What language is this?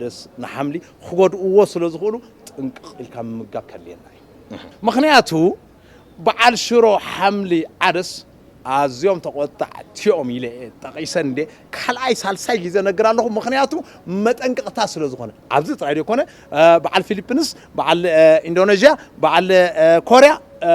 Tigrinya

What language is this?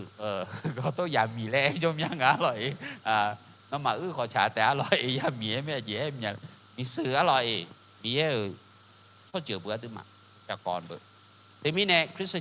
Akha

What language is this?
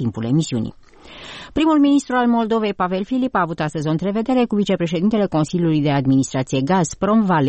Romanian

